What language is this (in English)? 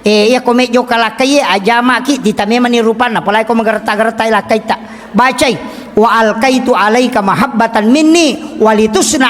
Buginese